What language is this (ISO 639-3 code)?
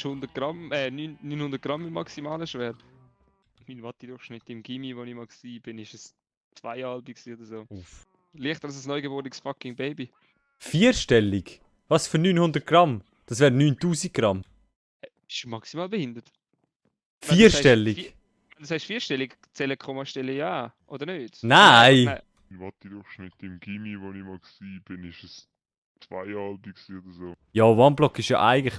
gsw